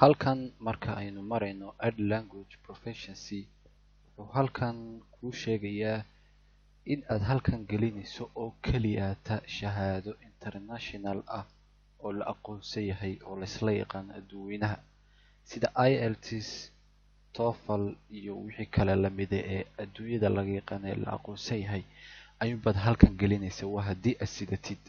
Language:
Somali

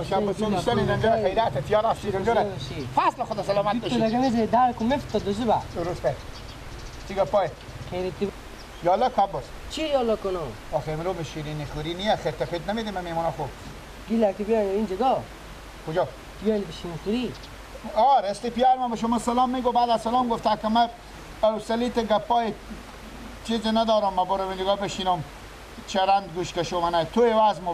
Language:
Persian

